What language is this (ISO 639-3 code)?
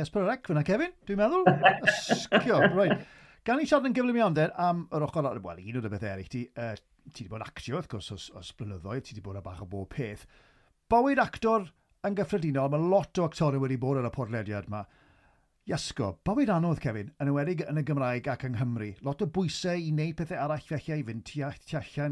cym